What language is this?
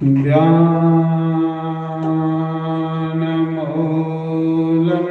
Dogri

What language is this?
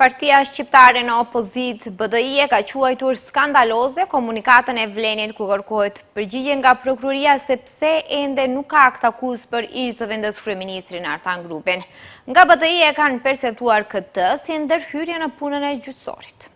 Albanian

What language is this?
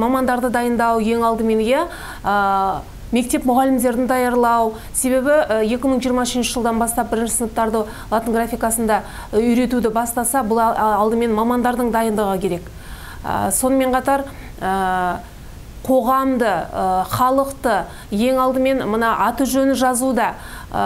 Kazakh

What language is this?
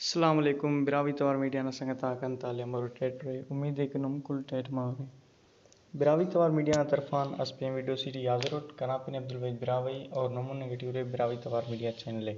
Brahui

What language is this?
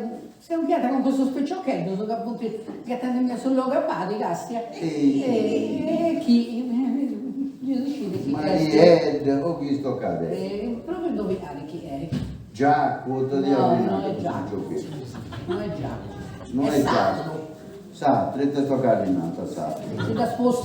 Sardinian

